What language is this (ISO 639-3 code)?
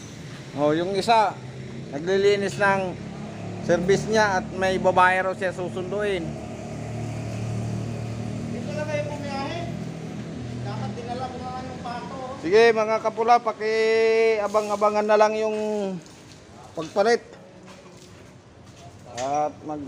fil